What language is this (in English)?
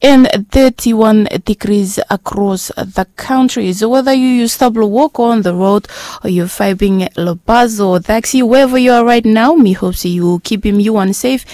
Bislama